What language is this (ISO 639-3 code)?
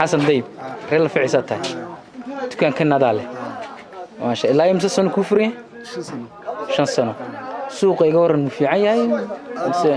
som